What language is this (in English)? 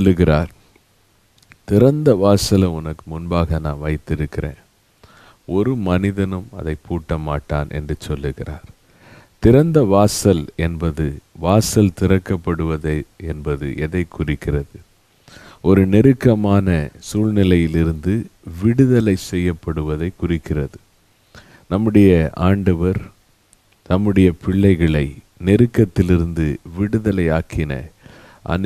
Tamil